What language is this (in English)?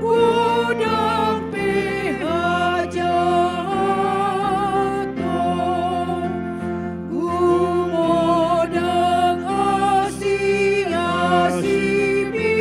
Batak Toba